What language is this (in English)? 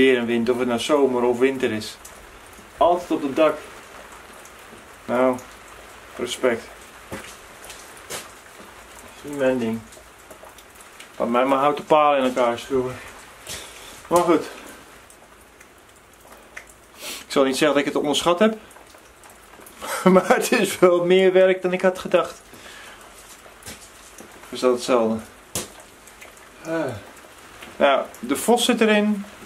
Dutch